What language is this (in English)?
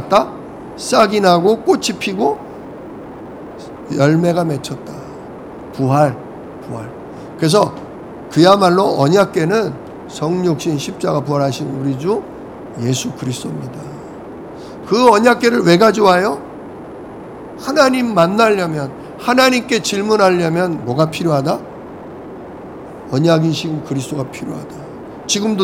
Korean